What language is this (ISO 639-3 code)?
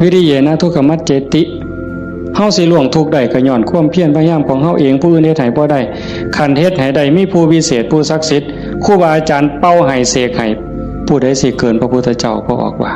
tts